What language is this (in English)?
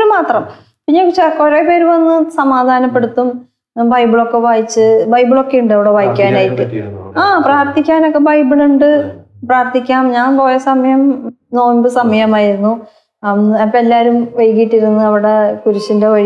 Malayalam